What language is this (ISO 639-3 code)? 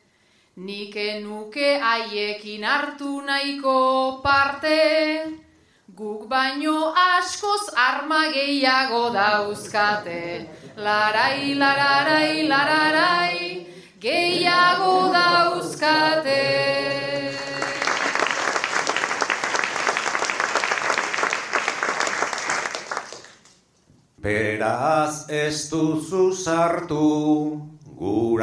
eus